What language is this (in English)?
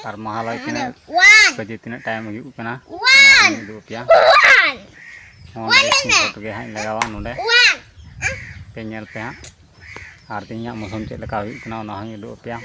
Santali